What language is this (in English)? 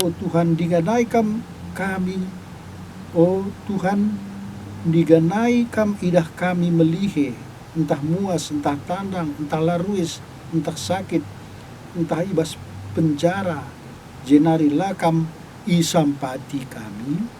Batak Karo